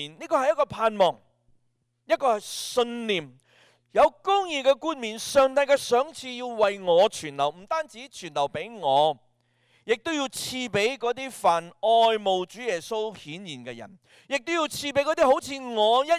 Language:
Cantonese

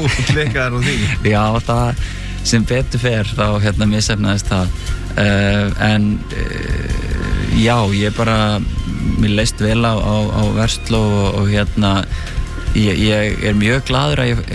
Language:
Icelandic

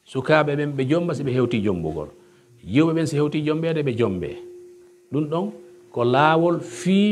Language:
Pular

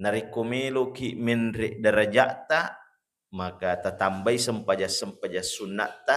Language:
Buginese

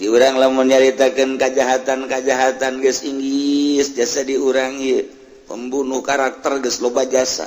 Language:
Sundanese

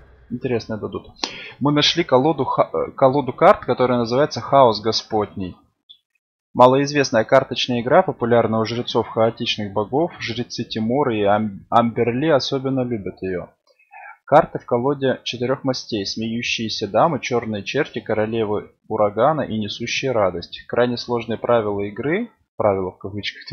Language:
Russian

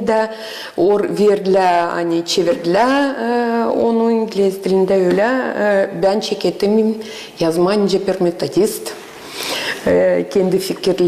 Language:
Gagauz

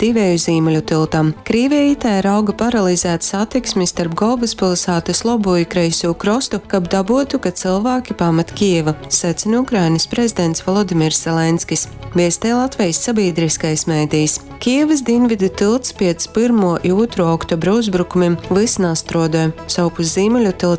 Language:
Latgalian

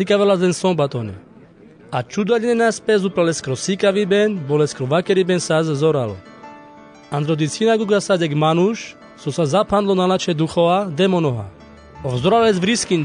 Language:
Carpathian Romani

